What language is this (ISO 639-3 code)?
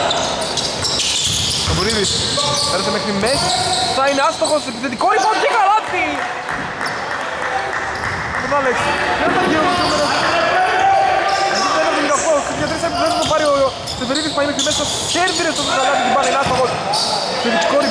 ell